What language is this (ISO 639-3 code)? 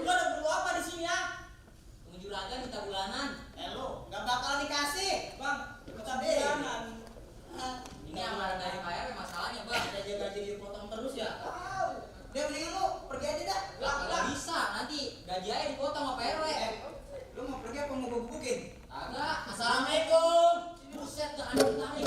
bew